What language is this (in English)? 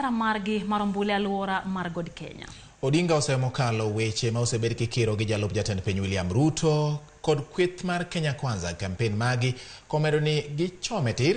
Luo (Kenya and Tanzania)